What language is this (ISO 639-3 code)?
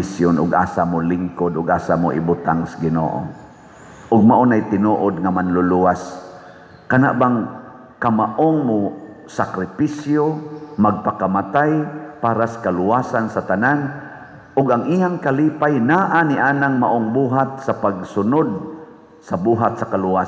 ceb